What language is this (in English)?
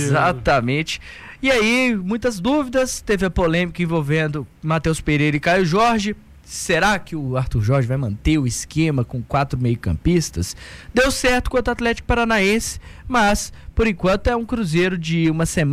Portuguese